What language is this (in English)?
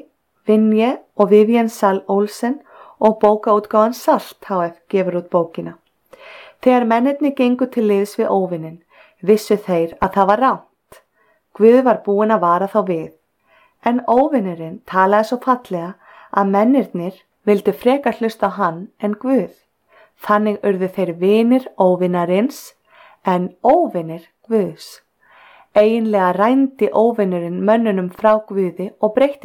Icelandic